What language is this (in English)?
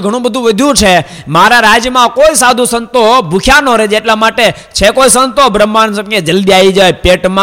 Gujarati